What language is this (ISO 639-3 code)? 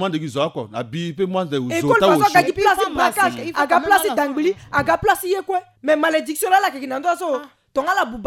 sag